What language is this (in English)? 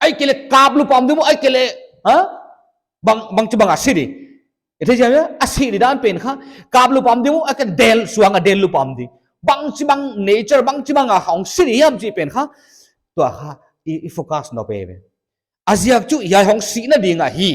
Paite Chin